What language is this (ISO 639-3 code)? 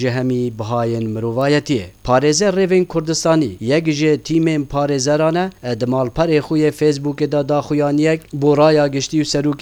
kur